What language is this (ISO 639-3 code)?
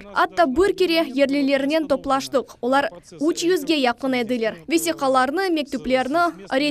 crh